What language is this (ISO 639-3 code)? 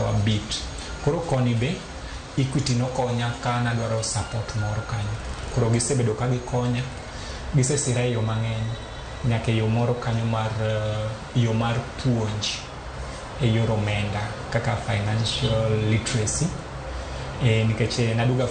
luo